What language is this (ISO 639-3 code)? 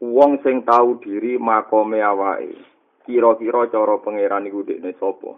jav